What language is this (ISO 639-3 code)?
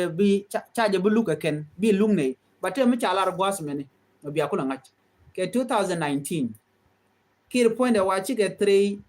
nus